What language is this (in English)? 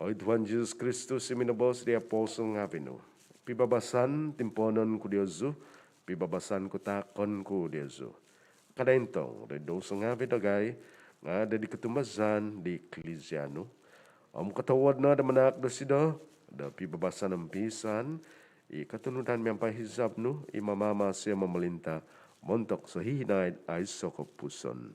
Central Dusun